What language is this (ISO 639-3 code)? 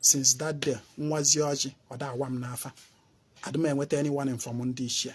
ibo